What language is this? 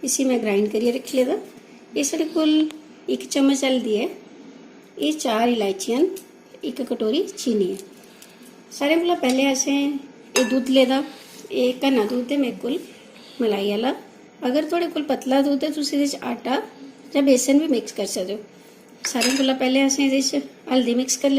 Dogri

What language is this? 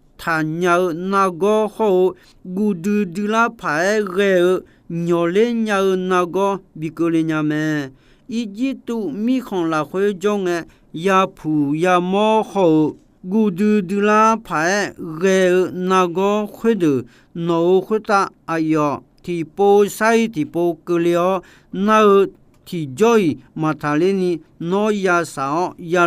Akha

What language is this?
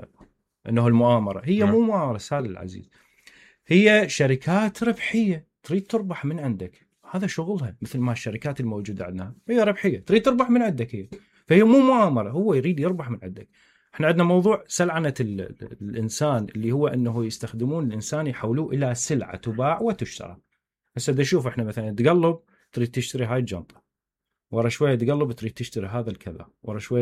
Mesopotamian Arabic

